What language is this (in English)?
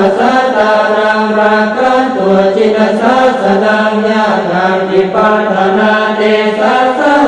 Pali